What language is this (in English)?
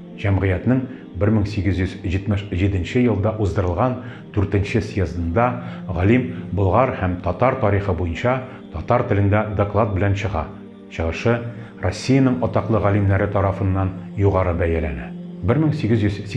Tatar